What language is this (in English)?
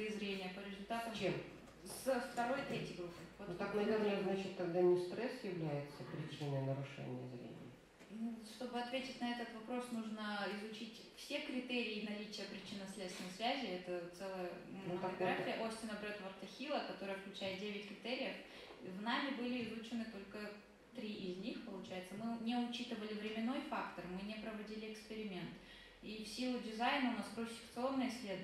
Russian